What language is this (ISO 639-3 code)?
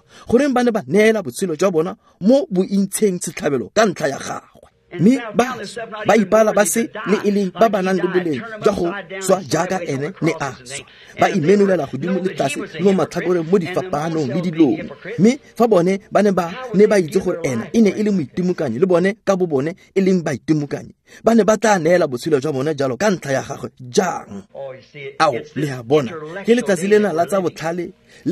tsn